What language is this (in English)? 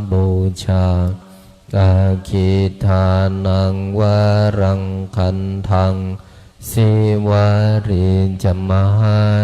Pali